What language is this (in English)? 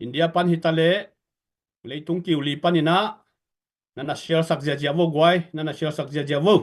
Tedim Chin